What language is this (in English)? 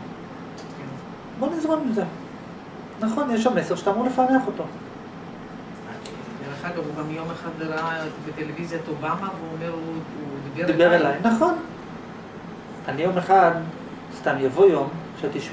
Hebrew